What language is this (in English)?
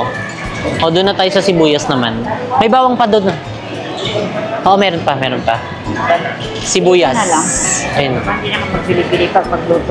Filipino